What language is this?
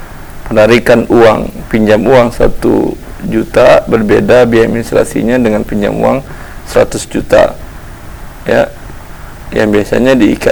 Indonesian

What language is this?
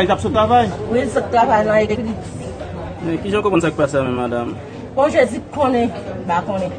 Haitian Creole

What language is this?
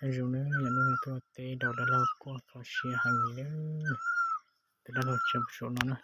Hmong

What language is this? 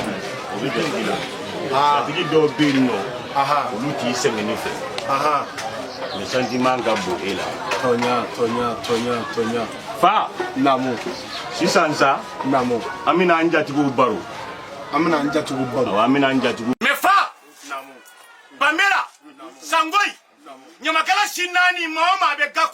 Bambara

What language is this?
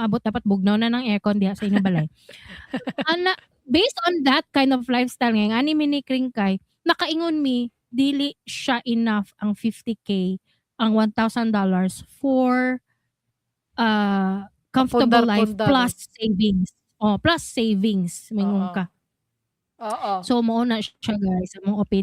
Cebuano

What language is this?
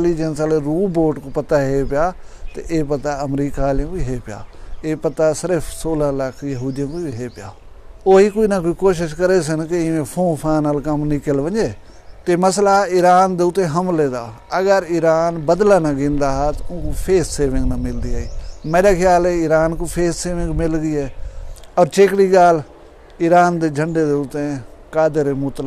Saraiki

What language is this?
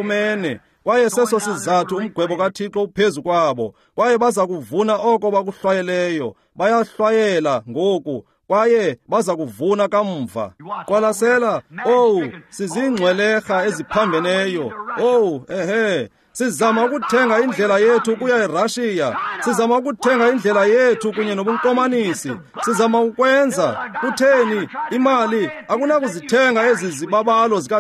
Xhosa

